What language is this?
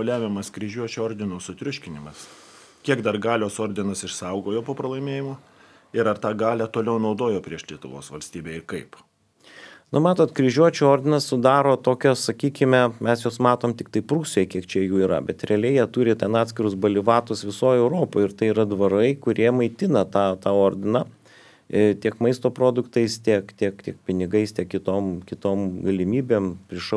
Lithuanian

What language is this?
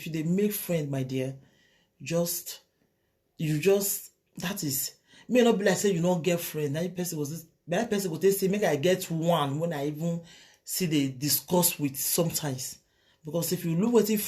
Nigerian Pidgin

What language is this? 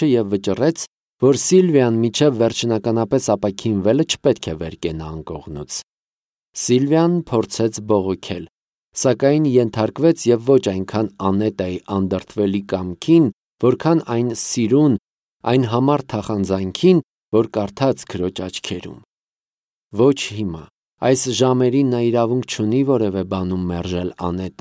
Armenian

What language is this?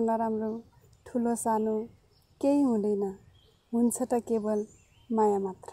Nepali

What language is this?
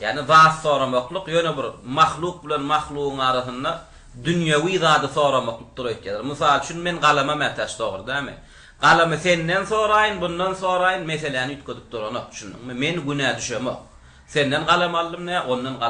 Turkmen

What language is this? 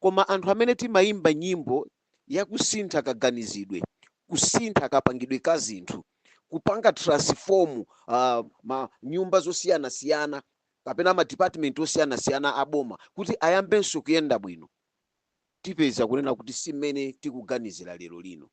Nyanja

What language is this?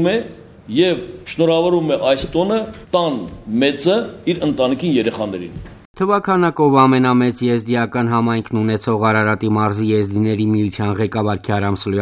Armenian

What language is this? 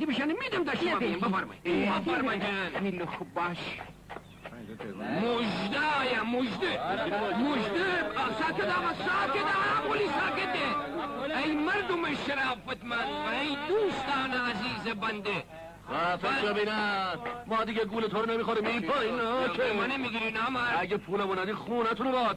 Persian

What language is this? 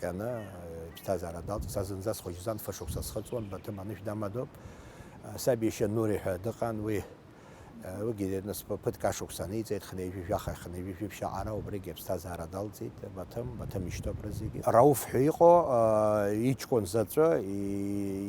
Abkhazian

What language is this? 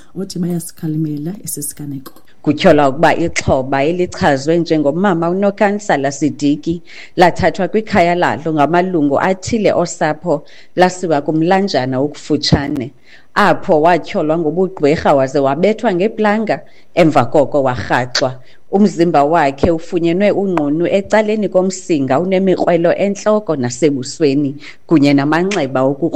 Xhosa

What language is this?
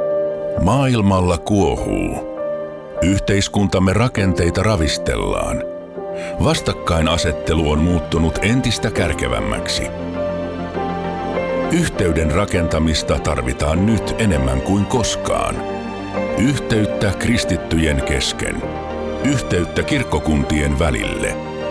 Finnish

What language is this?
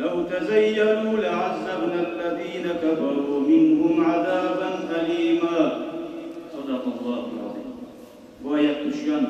Kumyk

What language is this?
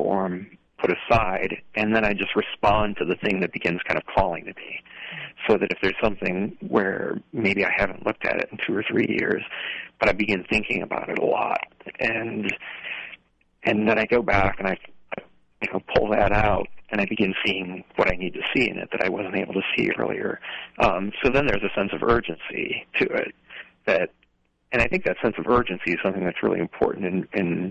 English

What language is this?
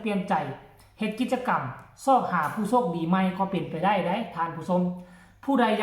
Northeastern Thai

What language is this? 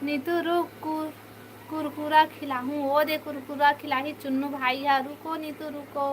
Chhattisgarhi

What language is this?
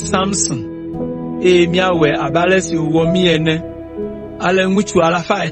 Ewe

